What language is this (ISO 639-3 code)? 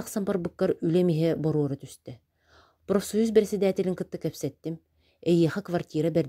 sah